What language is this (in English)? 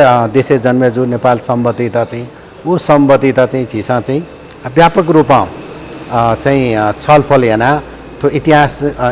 Newari